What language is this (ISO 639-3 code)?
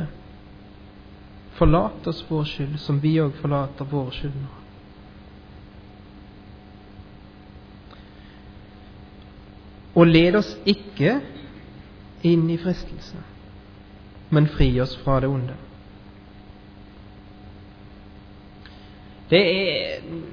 nor